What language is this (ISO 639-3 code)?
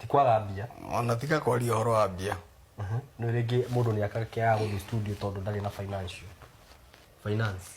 kik